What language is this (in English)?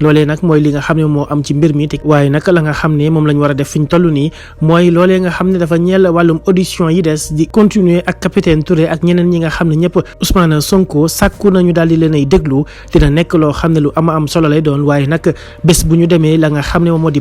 Wolof